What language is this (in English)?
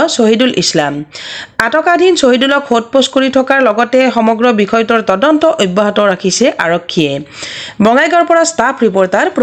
Assamese